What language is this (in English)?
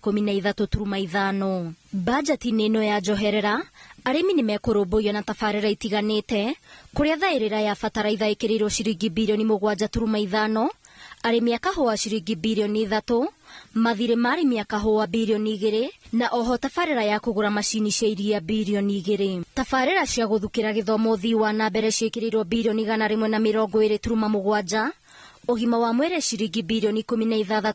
Kikuyu